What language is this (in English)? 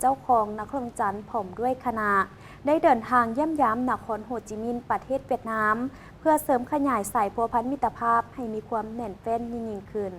Lao